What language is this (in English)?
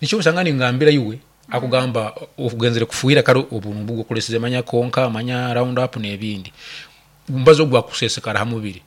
Nyankole